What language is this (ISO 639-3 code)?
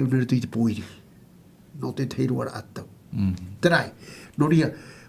tah